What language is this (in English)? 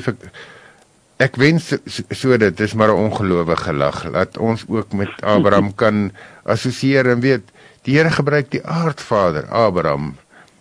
Afrikaans